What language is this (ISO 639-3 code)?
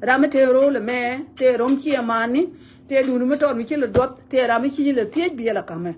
nus